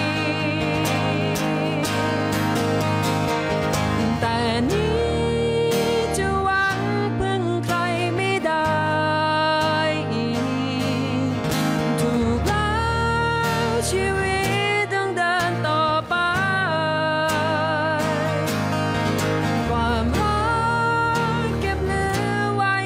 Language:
Thai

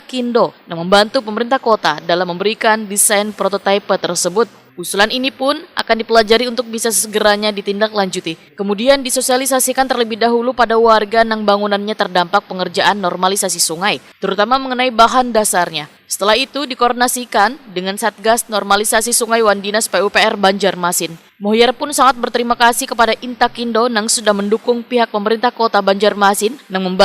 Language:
Banjar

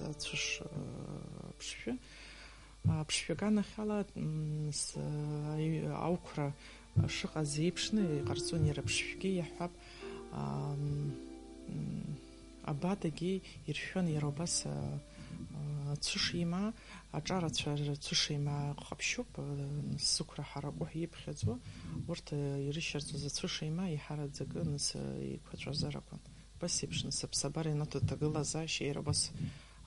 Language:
Abkhazian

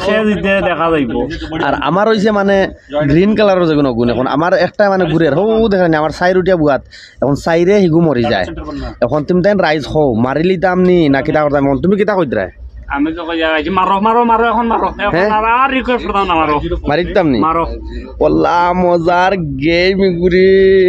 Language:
Sylheti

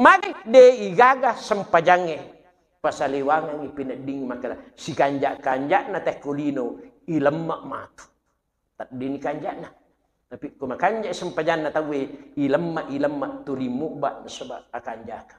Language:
Buginese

